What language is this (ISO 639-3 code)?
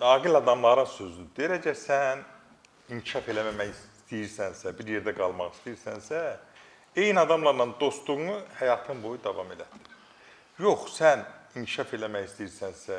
aze